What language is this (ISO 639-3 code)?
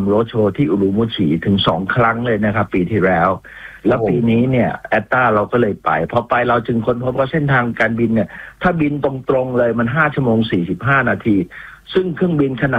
tha